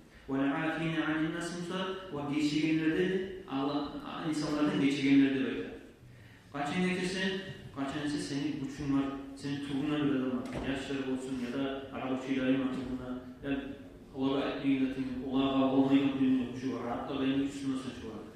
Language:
Kumyk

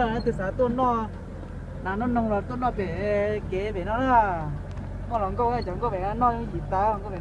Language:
Hmong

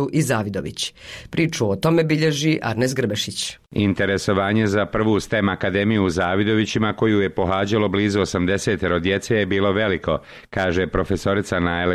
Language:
Bosnian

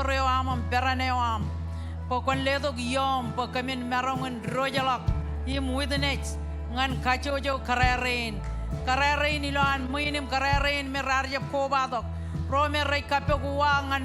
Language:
Marshallese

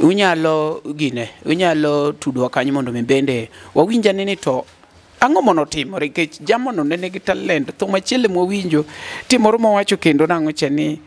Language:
Luo (Kenya and Tanzania)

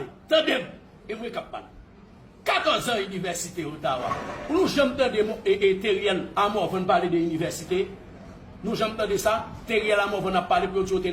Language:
Haitian Creole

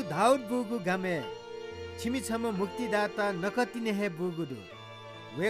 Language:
Newari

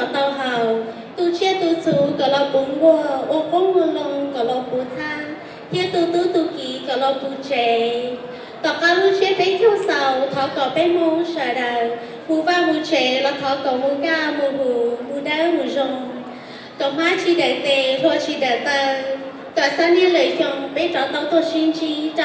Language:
Hmong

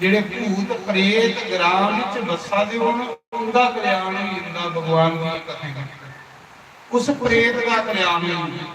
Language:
Dogri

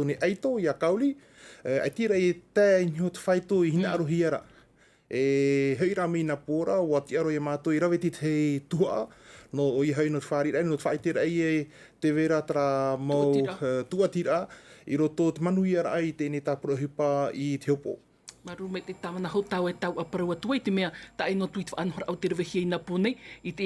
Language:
Tahitian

